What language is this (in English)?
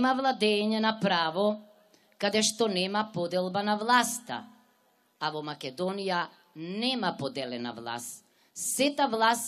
Macedonian